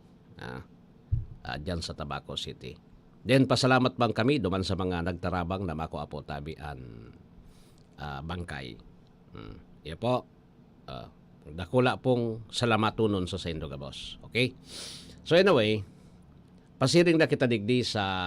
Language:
Bikol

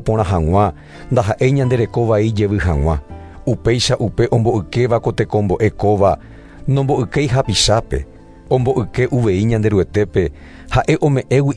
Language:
Guarani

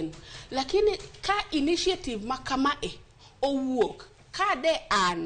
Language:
Luo (Kenya and Tanzania)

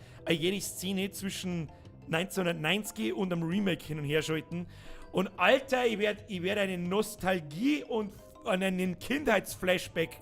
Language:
Bavarian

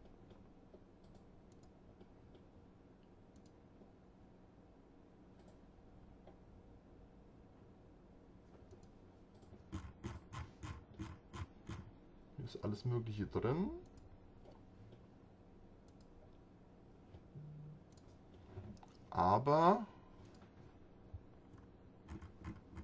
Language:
German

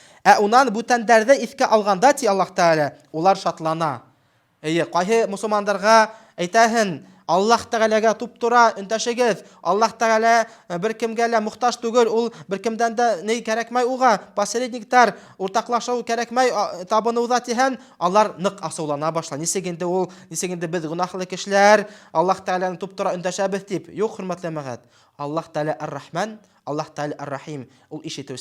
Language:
Bashkir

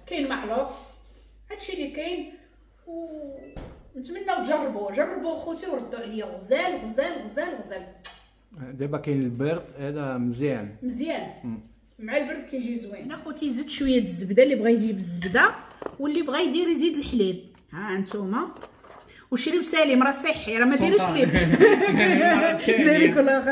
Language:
Moroccan Arabic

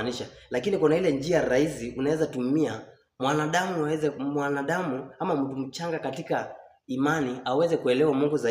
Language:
Swahili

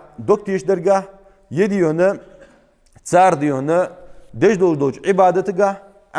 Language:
Ingush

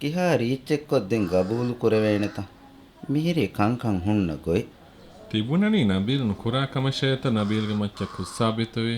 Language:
Divehi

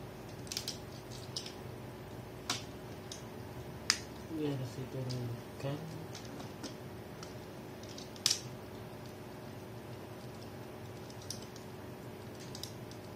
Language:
Indonesian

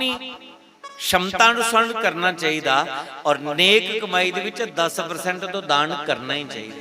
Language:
Dogri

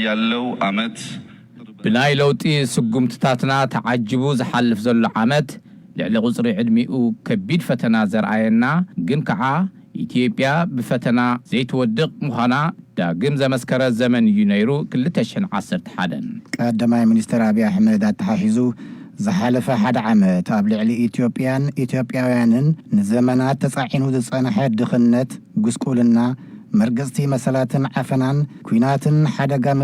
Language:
Tigrinya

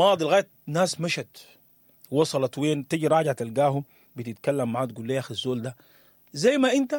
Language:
Sudanese Arabic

